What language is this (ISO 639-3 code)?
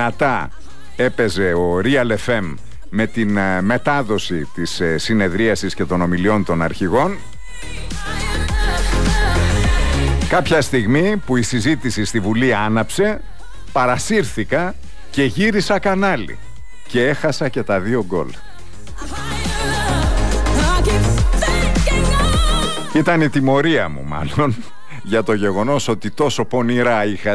ell